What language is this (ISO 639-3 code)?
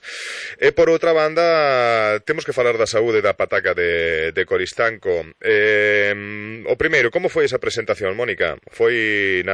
glg